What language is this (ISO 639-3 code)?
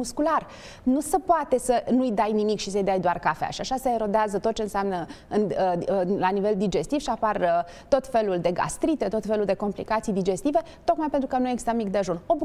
ron